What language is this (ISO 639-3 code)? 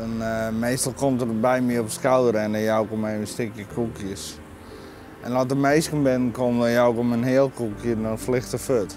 fry